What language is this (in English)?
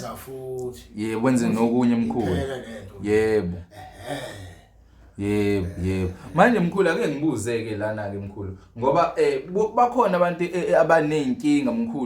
Zulu